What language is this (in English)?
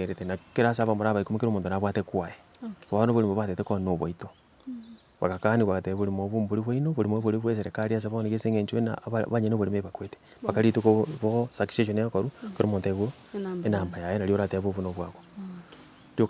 Gusii